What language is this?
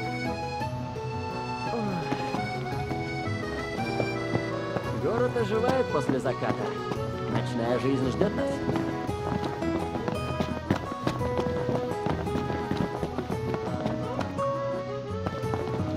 Russian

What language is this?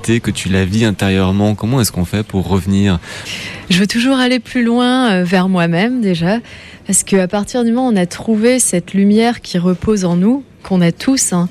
French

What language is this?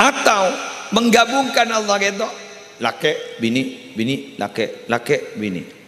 Madurese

